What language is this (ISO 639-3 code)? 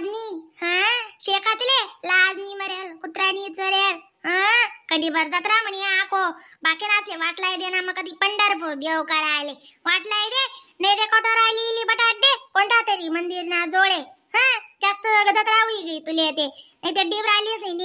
khn